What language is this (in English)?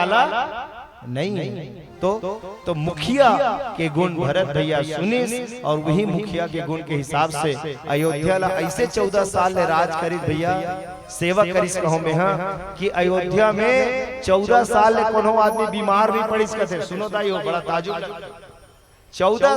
Chhattisgarhi